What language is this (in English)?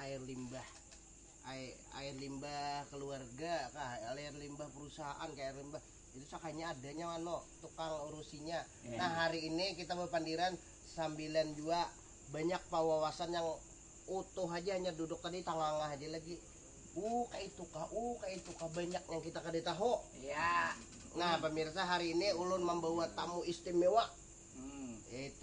Banjar